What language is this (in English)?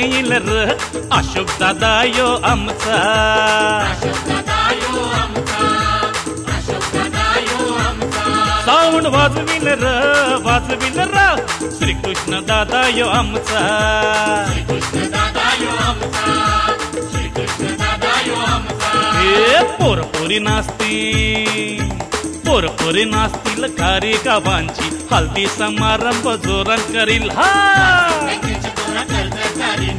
Marathi